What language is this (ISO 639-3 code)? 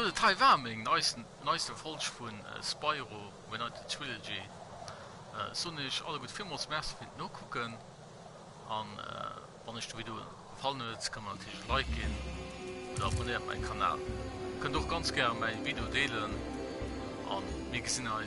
ltz